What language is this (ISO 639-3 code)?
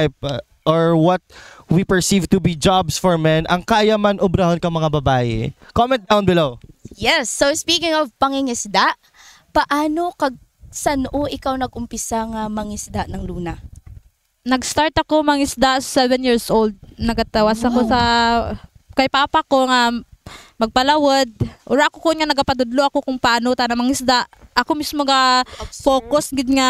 krj